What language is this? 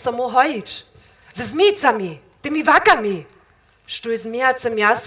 Upper Sorbian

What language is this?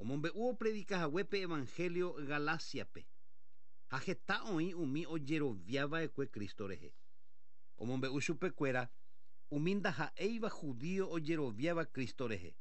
Guarani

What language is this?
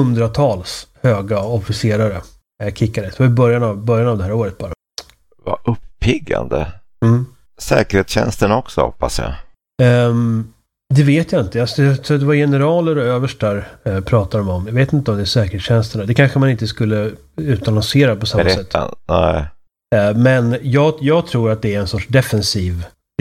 Swedish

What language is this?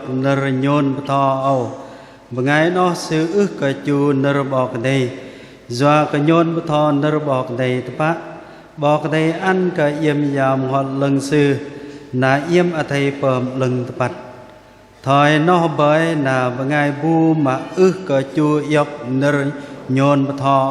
Bahnar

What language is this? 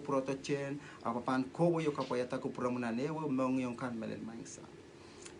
Pohnpeian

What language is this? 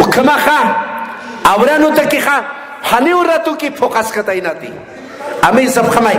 Aymara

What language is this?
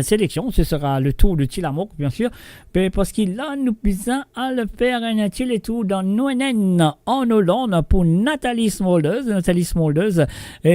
Morisyen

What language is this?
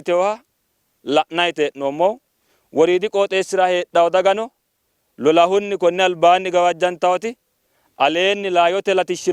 Sidamo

